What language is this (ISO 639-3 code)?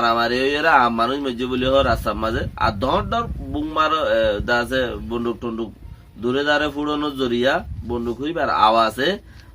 rhg